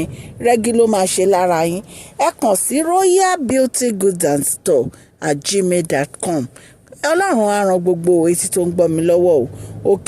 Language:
Yoruba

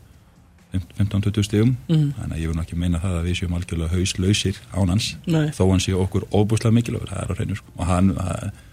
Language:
Icelandic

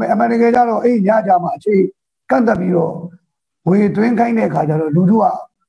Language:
Burmese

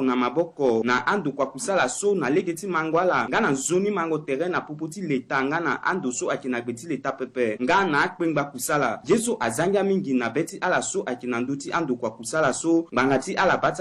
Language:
Sango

